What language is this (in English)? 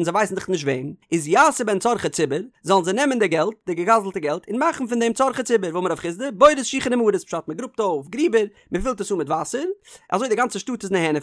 Yiddish